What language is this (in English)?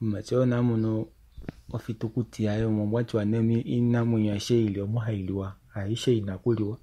Kuanyama